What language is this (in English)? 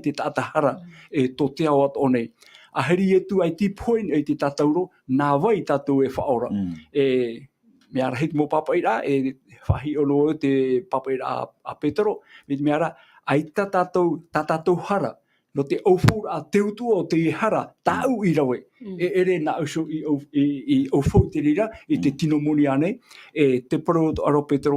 Tahitian